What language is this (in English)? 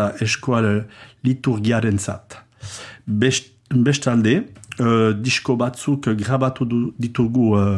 Basque